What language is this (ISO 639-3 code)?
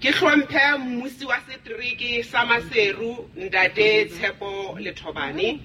sot